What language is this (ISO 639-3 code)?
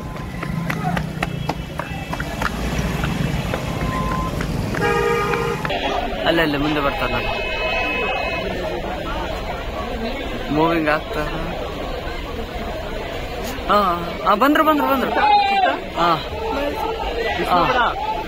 kan